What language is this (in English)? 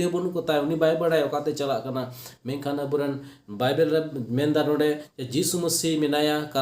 Santali